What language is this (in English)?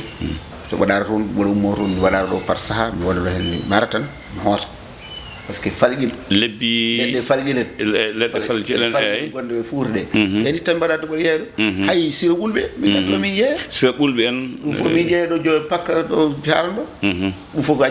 Fula